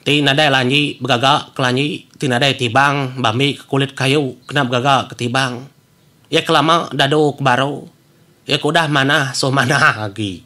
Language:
Iban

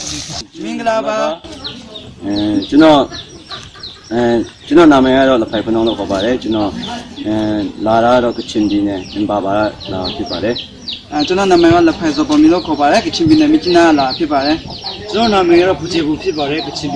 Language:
Burmese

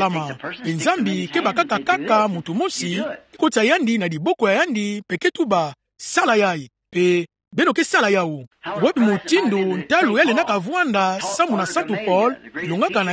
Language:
Kituba (Democratic Republic of Congo)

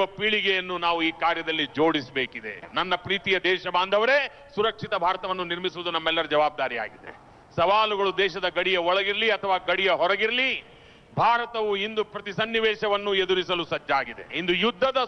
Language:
Kannada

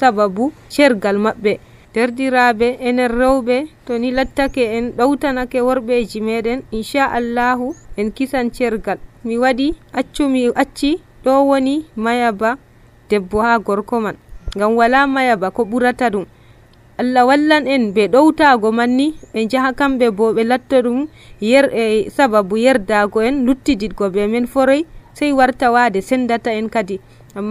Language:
Nigerian Fulfulde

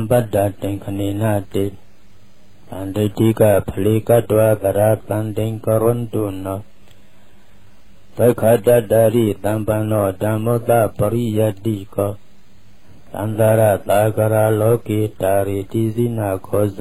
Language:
Burmese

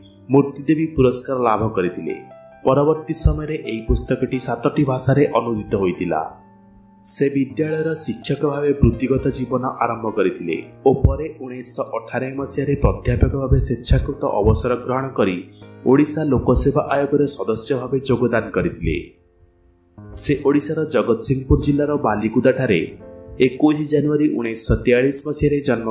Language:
Odia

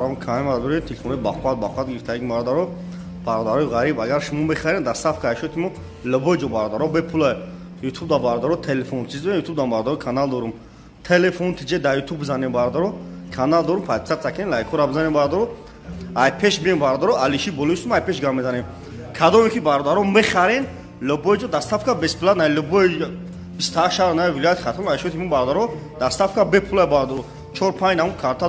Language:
Tajik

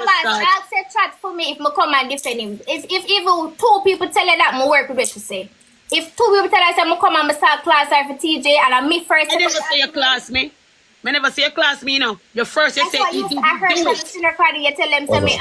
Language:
Jamaican Creole English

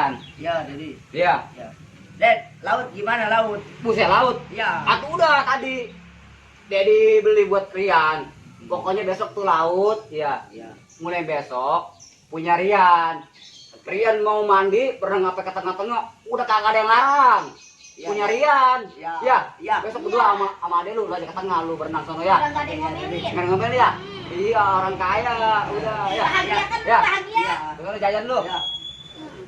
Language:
Betawi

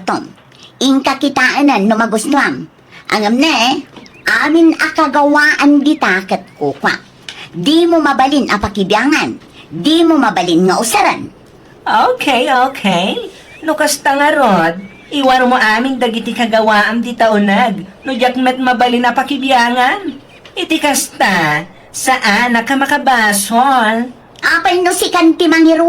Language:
Iloko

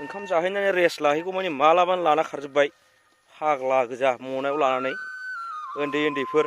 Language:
Bodo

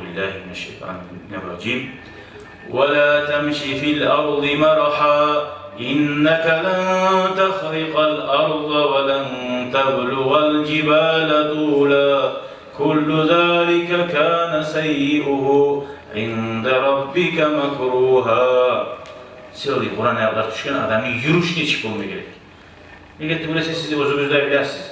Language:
Kumyk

